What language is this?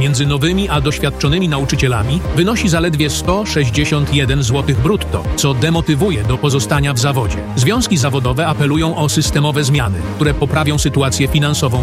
Polish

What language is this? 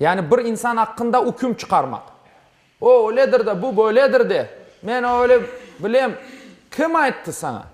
Crimean Tatar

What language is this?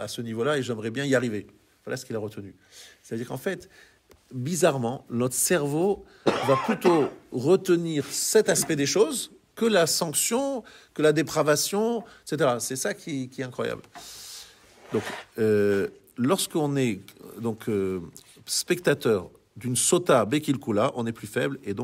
French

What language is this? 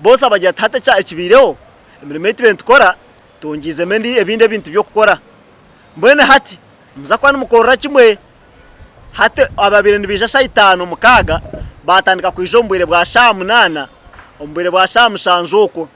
Nyankole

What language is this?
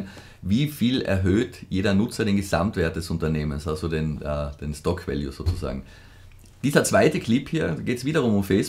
German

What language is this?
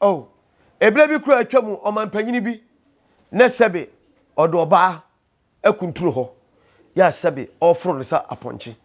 Akan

